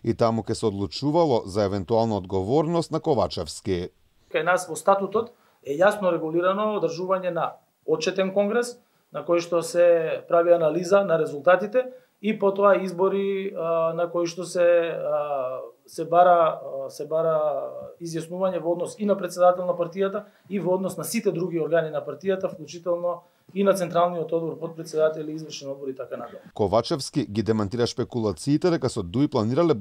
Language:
Macedonian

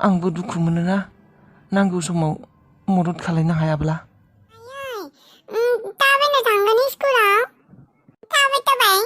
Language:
Bodo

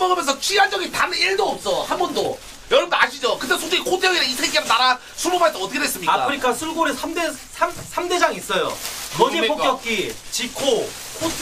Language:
Korean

